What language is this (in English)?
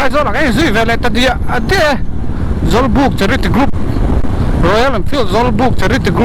Mizo